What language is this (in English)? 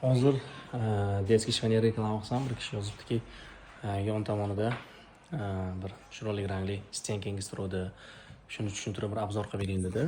Uzbek